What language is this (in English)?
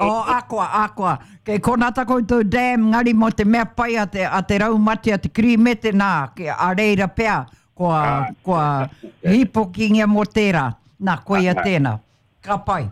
Māori